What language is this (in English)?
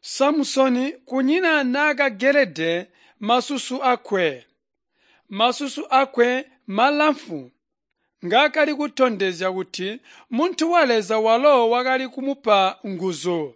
Tonga (Zambia)